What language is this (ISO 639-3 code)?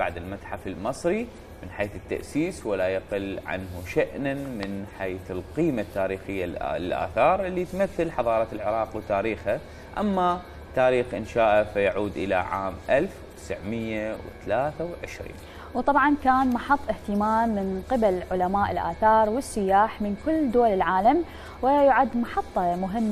acm